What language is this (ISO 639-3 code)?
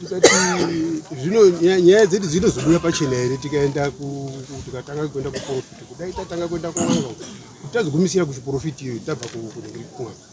sna